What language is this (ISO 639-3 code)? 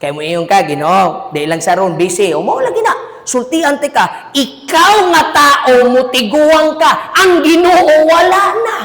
ceb